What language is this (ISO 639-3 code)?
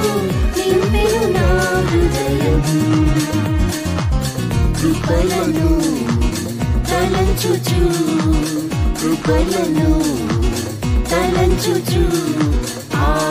tel